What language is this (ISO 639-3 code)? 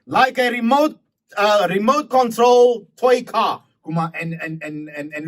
mfe